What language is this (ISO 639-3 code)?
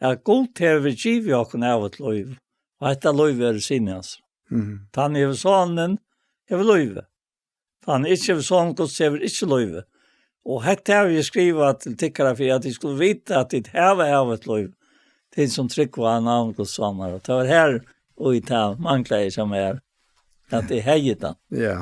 fao